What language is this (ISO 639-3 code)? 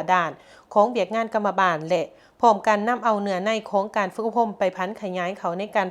lao